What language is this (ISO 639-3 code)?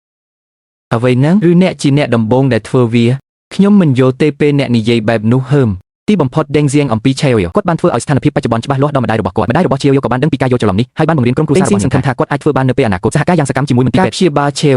khm